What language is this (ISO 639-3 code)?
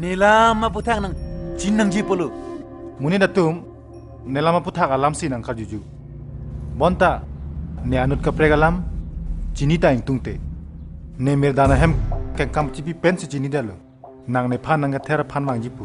mjw